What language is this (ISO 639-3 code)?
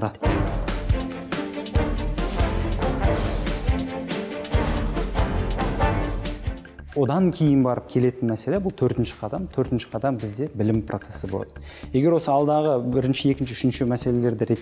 kaz